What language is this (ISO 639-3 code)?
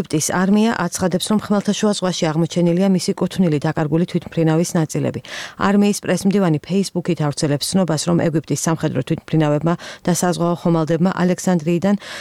kat